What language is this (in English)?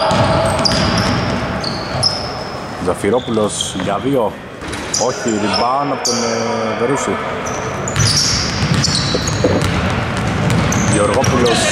Greek